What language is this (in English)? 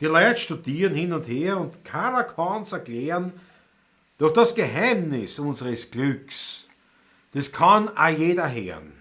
Bavarian